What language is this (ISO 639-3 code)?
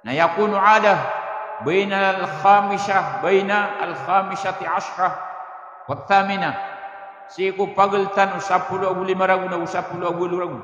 mrw